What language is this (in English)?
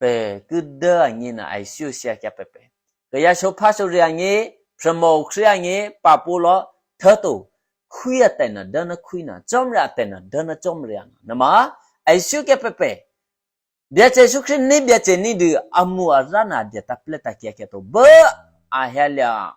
Eastern Kayah